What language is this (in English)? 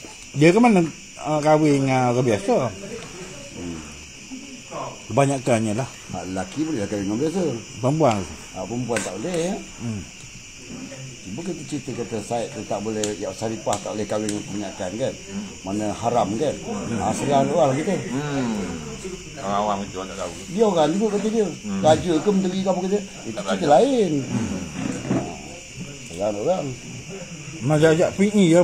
Malay